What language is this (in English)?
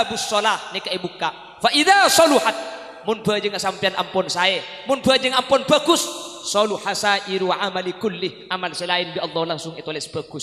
Madurese